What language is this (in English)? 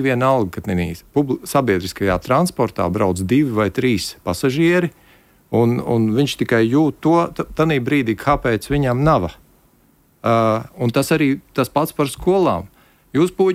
Latvian